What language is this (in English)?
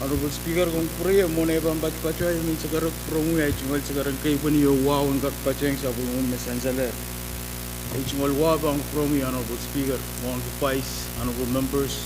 Pohnpeian